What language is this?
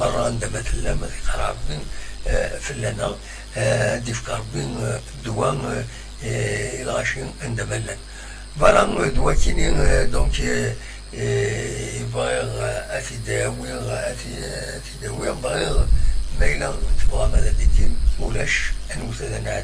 Kabyle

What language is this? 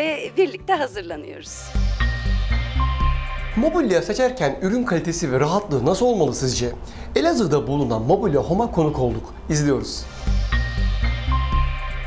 Turkish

